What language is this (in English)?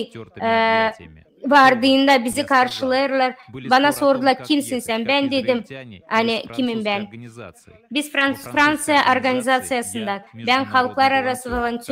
Gagauz